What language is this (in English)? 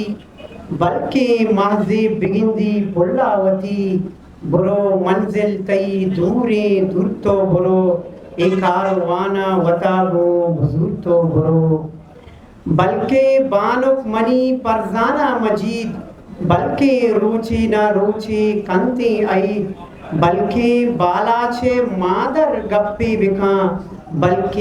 Eastern Balochi